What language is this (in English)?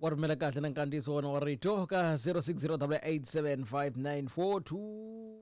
Tsonga